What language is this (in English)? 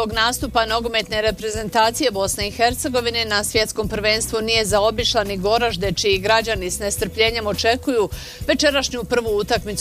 Bosnian